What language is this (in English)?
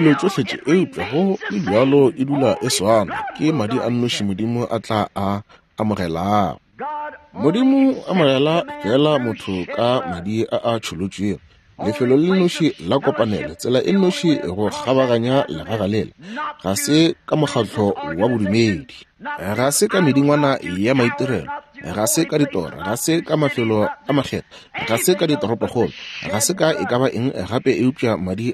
Northern Sotho